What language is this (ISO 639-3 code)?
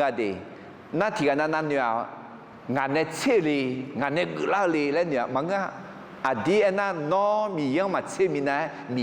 ahk